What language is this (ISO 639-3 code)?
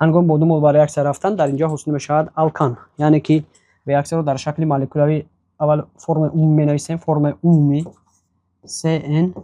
tgk